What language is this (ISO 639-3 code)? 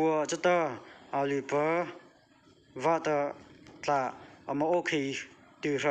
mrh